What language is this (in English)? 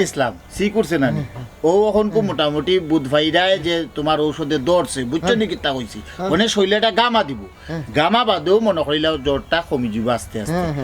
Sylheti